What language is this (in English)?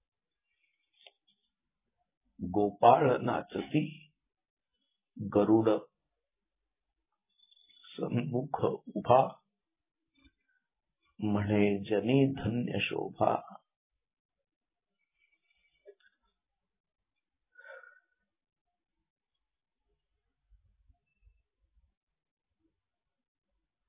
Marathi